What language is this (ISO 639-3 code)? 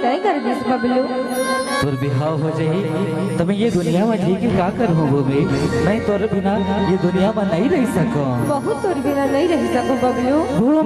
hne